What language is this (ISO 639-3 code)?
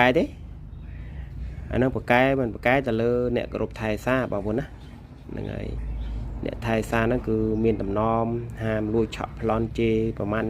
khm